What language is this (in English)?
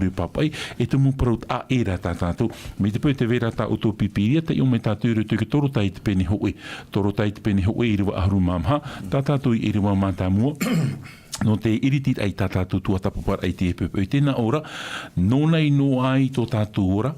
Tahitian